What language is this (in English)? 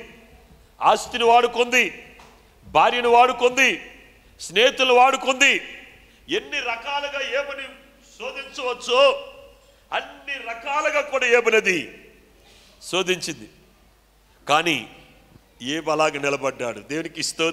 Telugu